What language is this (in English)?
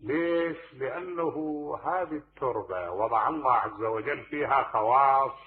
Mesopotamian Arabic